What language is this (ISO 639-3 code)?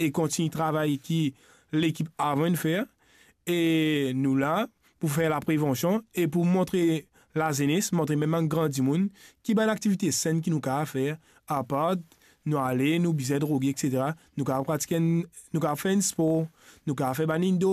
mfe